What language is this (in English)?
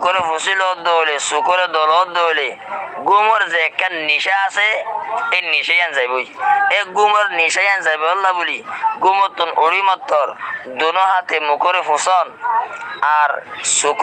Rohingya